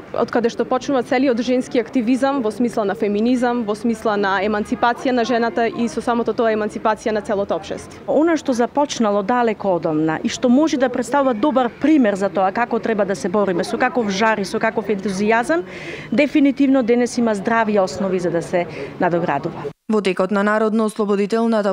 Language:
Macedonian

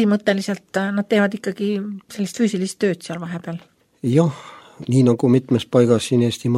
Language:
Estonian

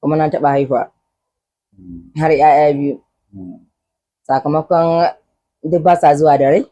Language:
Hausa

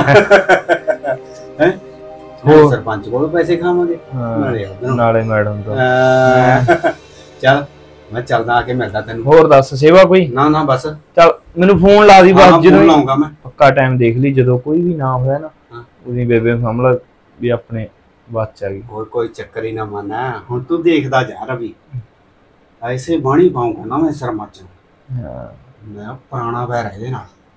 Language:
Punjabi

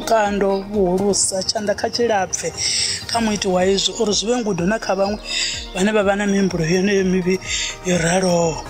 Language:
Venda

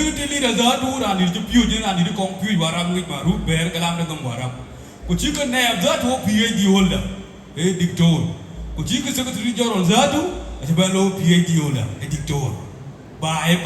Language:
Dinka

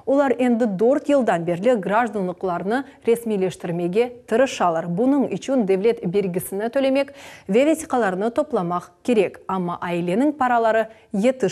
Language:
Crimean Tatar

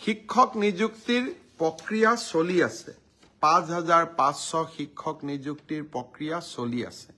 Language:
Assamese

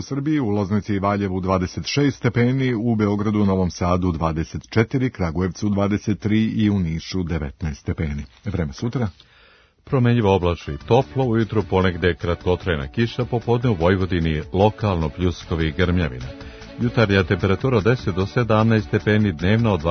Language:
Serbian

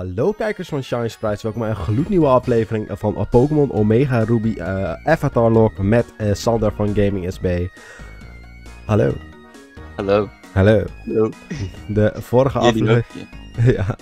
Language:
Dutch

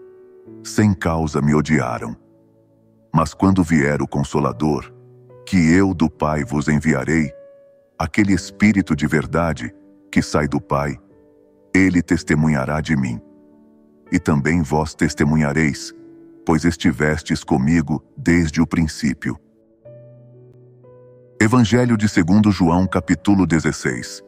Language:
Portuguese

